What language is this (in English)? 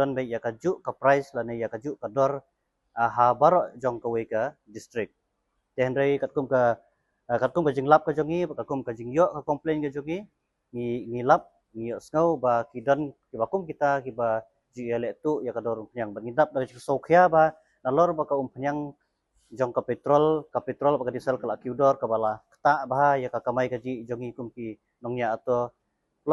Khasi